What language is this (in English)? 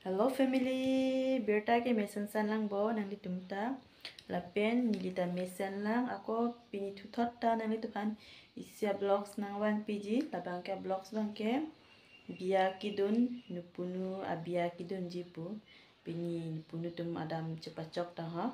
Karbi